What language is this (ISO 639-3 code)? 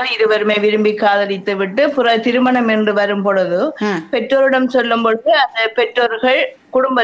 tam